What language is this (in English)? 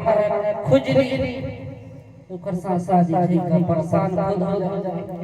Chhattisgarhi